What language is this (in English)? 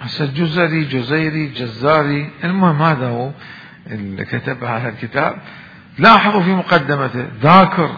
Mesopotamian Arabic